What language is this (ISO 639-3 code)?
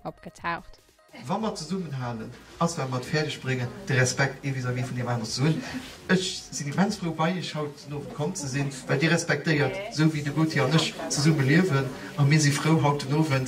ltz